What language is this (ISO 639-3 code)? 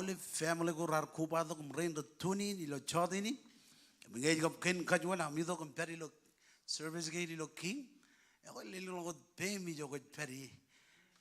mah